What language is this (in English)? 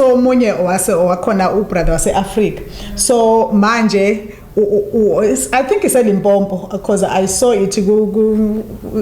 Zulu